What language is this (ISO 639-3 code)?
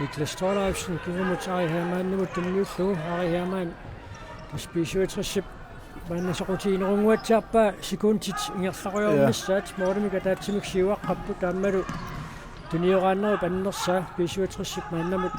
kal